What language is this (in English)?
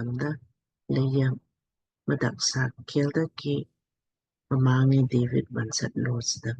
Lamkang